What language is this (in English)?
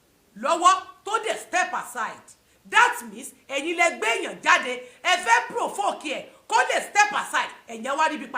Yoruba